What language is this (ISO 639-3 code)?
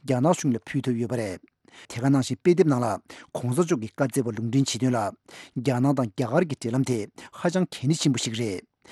bod